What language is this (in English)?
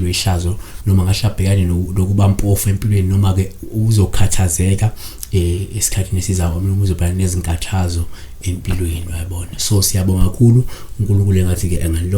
Zulu